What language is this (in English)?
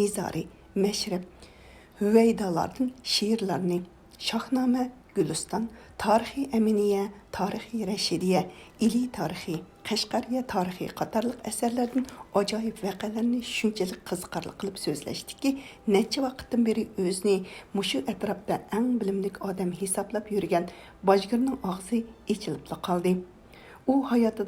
Uyghur